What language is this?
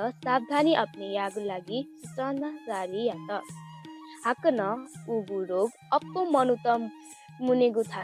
Newari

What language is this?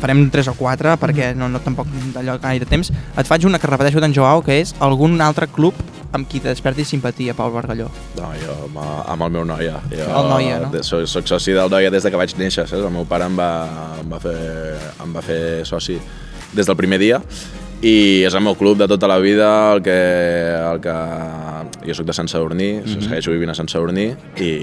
Catalan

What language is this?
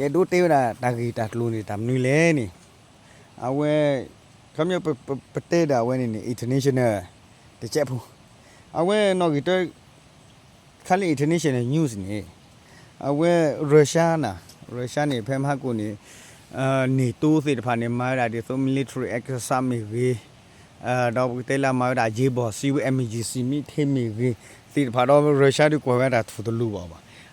S'gaw Karen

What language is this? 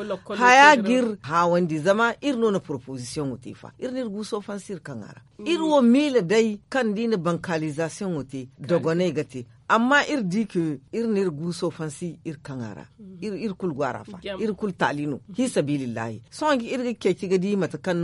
Zarma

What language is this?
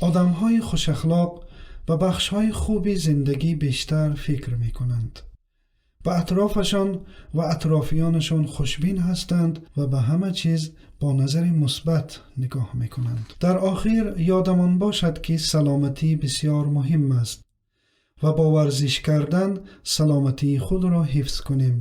Tajik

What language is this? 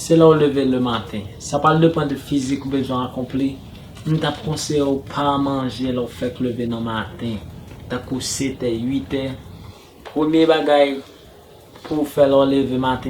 Haitian Creole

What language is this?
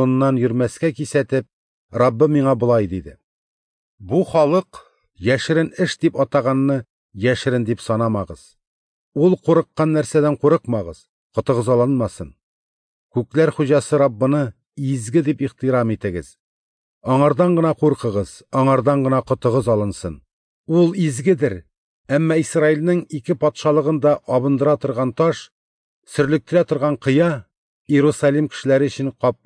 Tatar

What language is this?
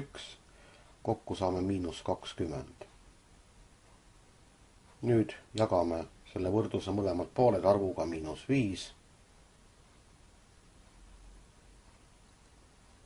Estonian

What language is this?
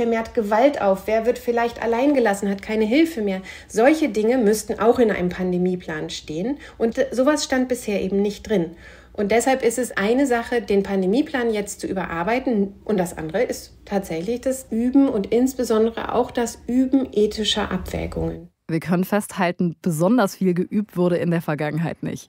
German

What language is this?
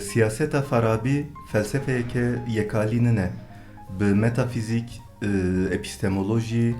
Kurdish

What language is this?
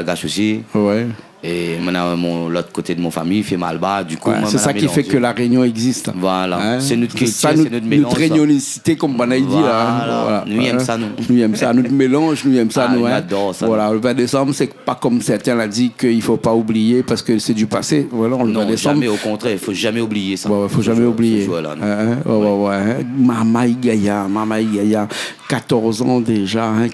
Réunion Creole French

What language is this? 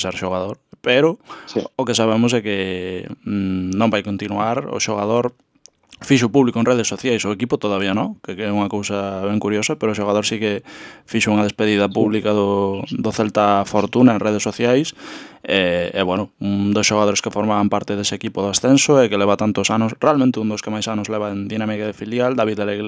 Galician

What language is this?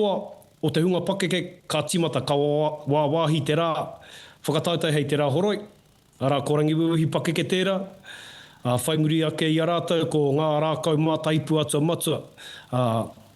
Māori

